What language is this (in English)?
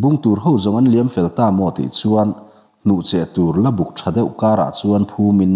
Mizo